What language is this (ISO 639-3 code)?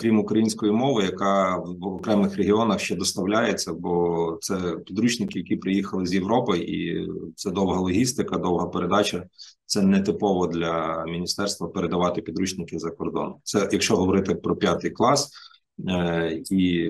ukr